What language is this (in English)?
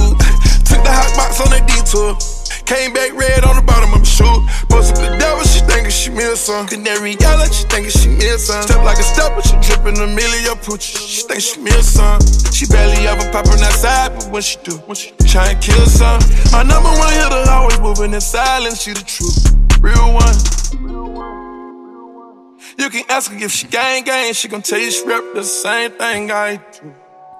English